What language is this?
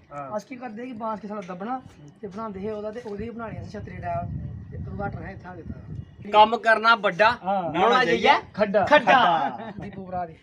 Dogri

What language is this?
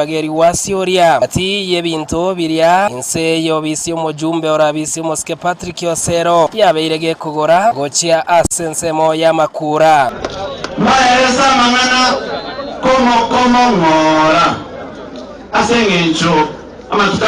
Gusii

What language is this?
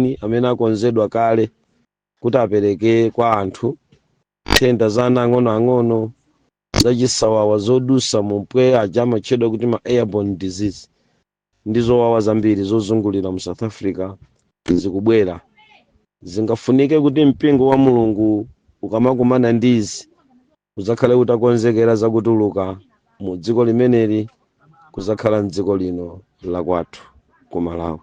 Nyanja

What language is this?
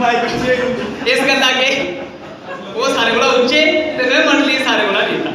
Dogri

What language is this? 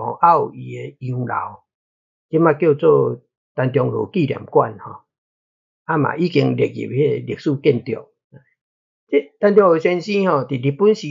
Min Nan Chinese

